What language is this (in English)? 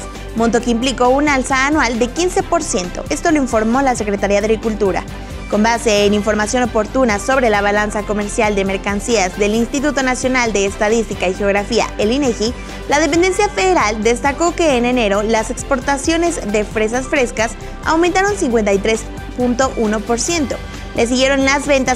Spanish